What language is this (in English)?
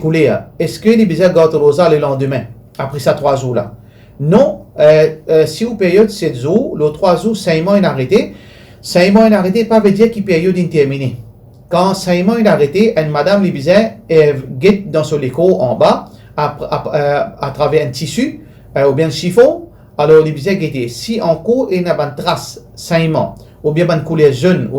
Morisyen